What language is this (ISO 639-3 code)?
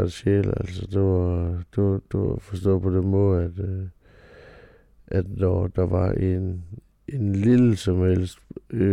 dan